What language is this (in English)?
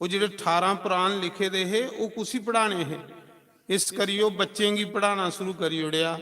Dogri